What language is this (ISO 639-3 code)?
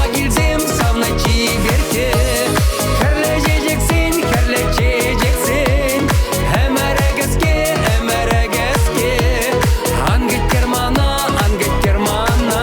chv